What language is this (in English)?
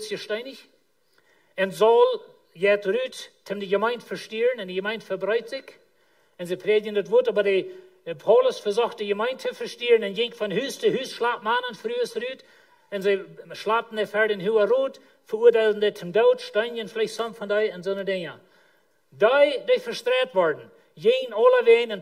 Plautdietsch